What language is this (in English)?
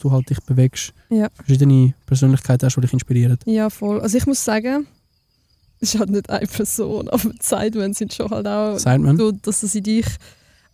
Swiss German